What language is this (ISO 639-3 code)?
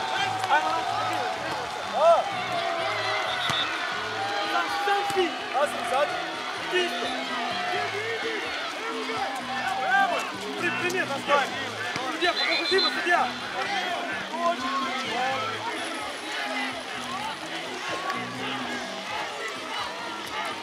srp